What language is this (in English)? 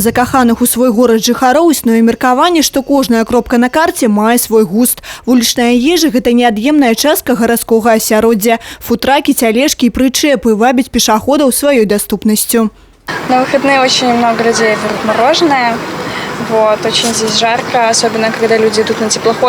Belarusian